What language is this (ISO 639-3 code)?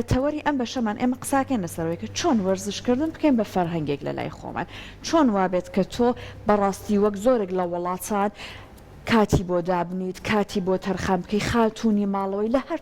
ckb